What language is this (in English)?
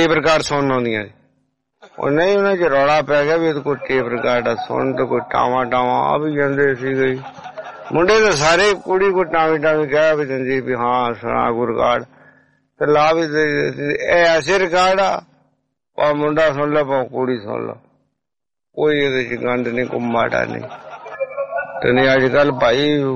Punjabi